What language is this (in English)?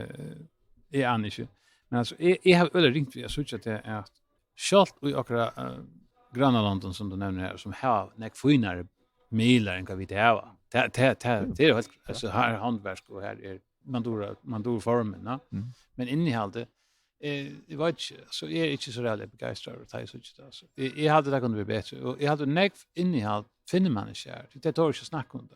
Faroese